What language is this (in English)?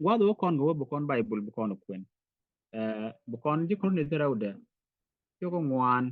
Nuer